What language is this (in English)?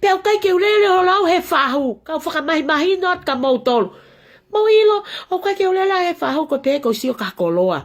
Tongan